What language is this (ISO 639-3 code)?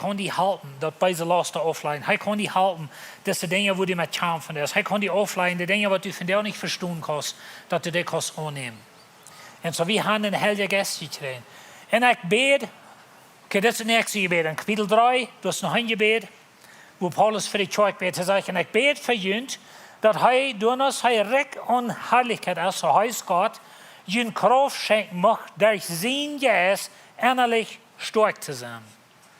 pdt